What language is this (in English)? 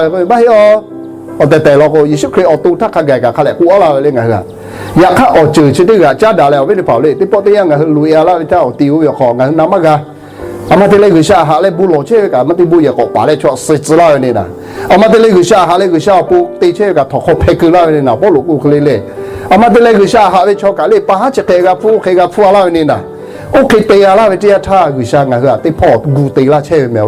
Lahu